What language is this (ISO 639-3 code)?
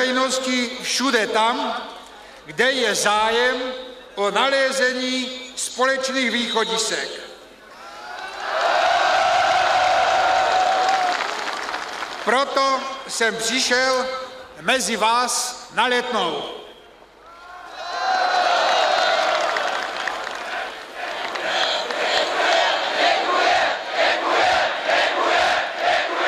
ces